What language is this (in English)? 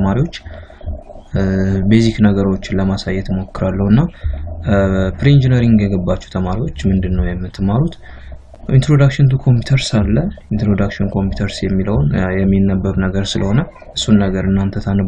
Amharic